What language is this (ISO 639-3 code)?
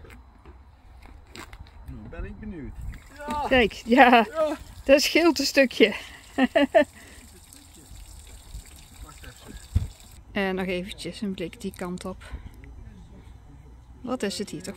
nld